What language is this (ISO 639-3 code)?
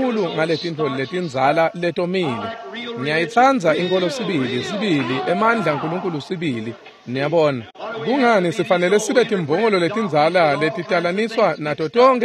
ssw